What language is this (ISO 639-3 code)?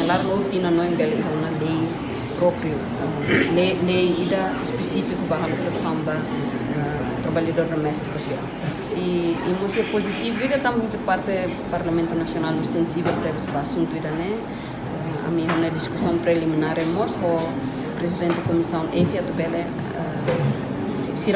tet